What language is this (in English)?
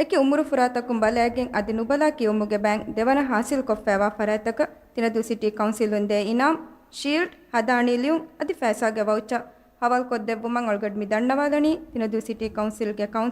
Divehi